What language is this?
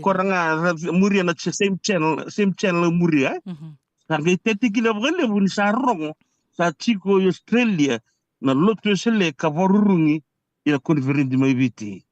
Fijian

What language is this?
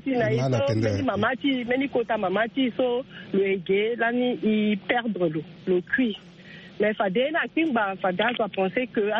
Sango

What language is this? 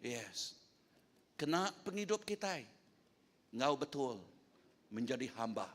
Iban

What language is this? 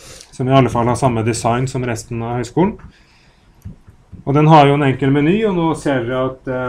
Norwegian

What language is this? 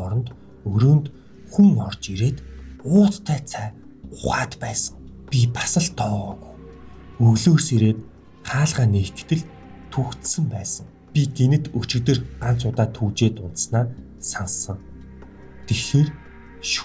Mongolian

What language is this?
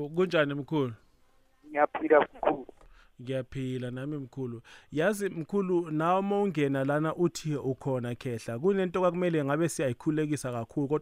South Ndebele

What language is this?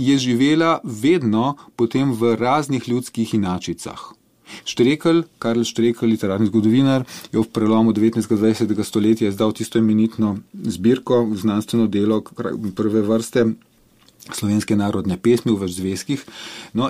Slovenian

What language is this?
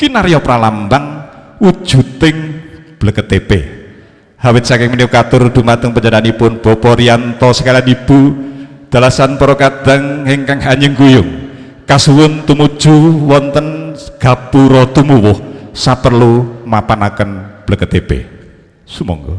Javanese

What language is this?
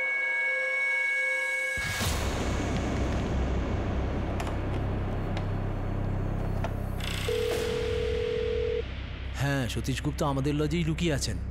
Bangla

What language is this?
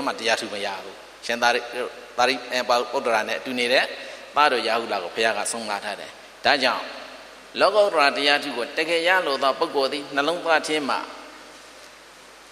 Burmese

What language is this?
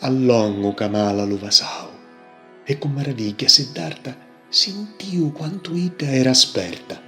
Sicilian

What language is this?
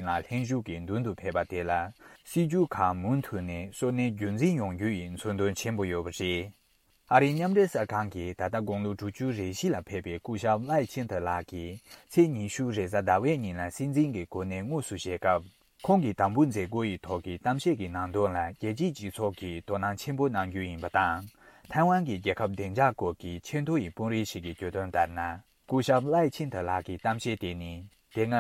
Tibetan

